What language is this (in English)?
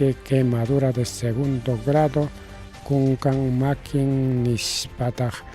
Ayacucho Quechua